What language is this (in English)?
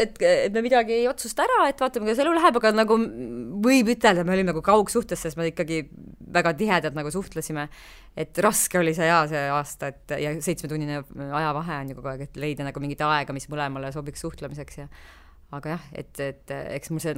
Estonian